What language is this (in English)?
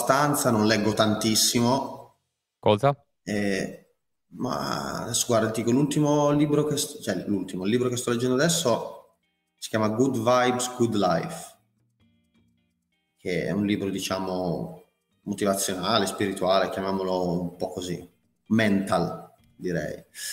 Italian